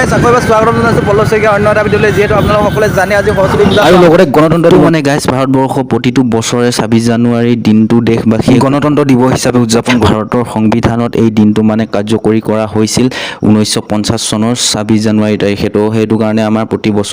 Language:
Assamese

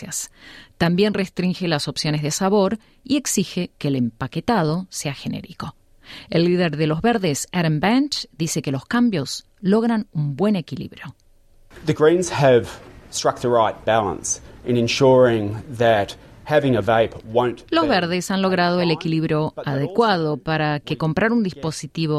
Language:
Spanish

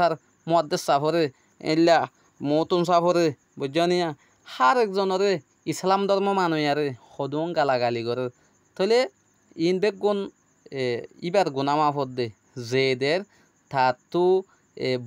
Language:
Rohingya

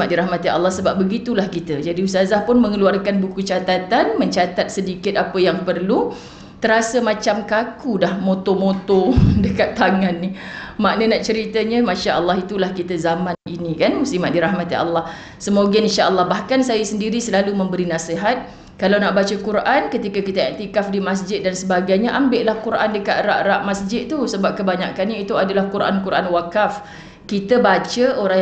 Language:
Malay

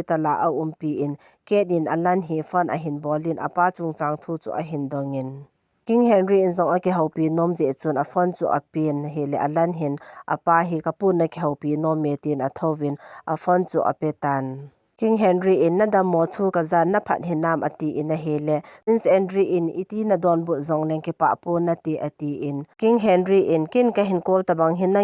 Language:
Thado Chin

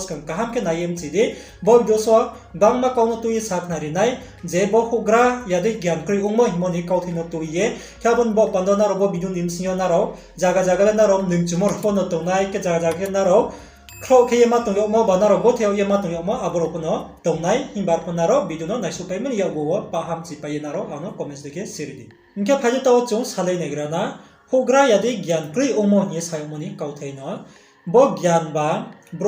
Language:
Riang (India)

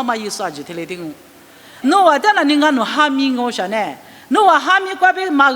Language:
Lisu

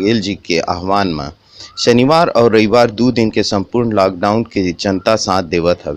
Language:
Chhattisgarhi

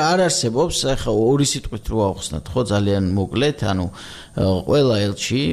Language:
Georgian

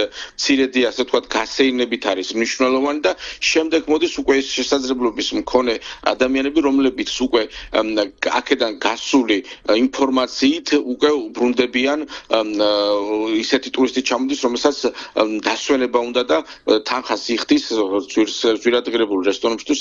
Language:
Georgian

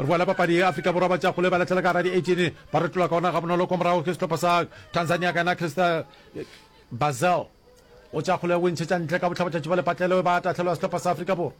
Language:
Northern Sotho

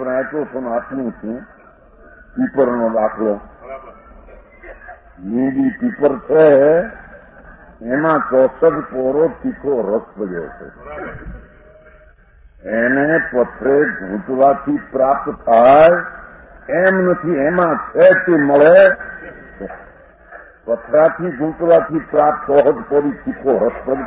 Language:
Gujarati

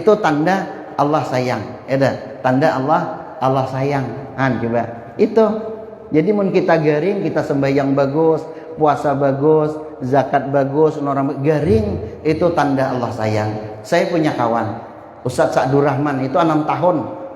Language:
Banjar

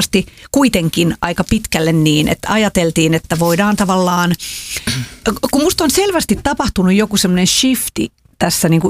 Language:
Finnish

